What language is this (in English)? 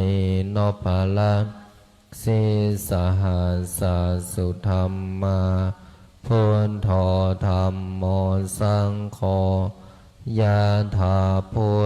Pali